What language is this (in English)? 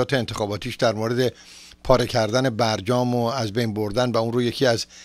Persian